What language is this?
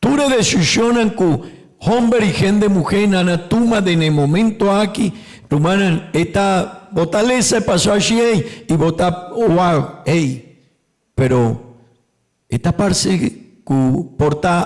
Papiamento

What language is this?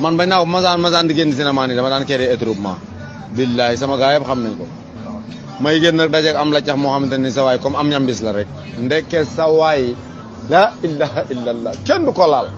Wolof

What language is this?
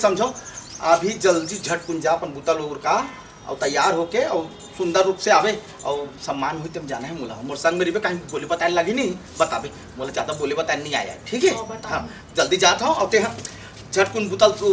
Chhattisgarhi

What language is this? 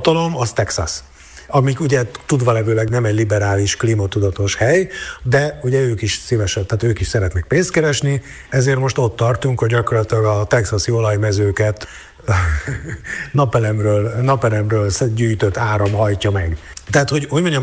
Hungarian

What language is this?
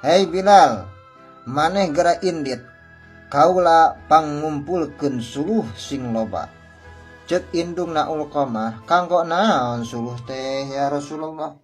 Sundanese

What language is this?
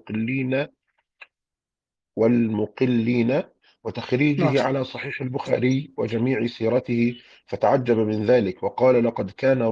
Arabic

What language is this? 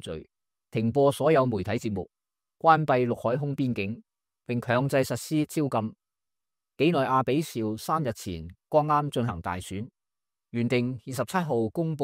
Cantonese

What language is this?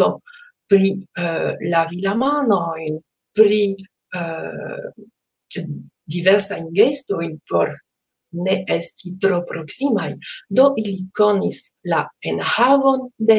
Esperanto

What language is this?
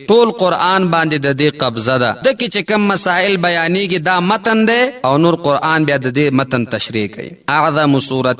Pashto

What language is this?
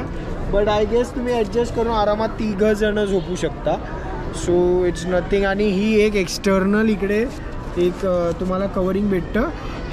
Marathi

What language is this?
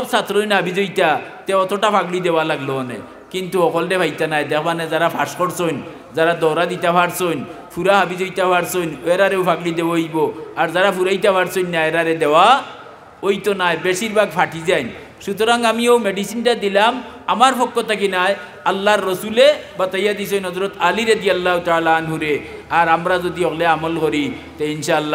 Sylheti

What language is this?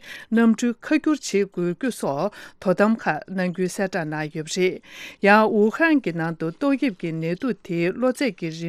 Tibetan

